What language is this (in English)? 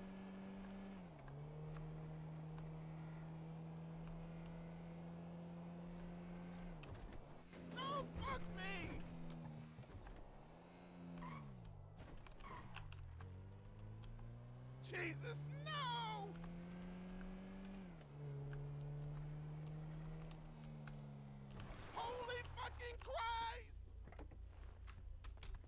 English